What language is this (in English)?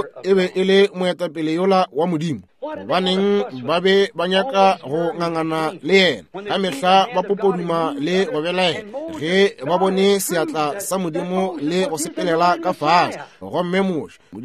Northern Sotho